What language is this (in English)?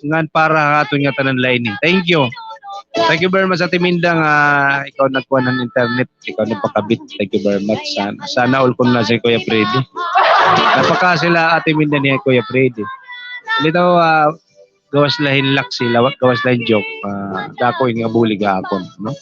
Waray